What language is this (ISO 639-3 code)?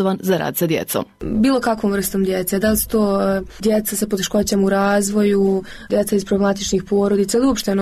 bos